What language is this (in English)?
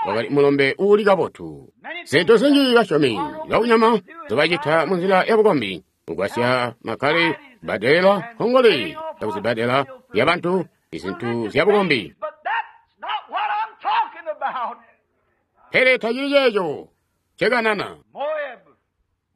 Tonga (Zambia)